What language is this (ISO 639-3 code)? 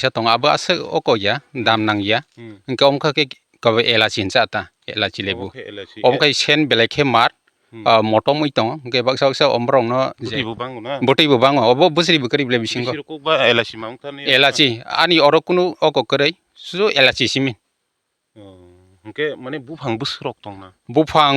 trp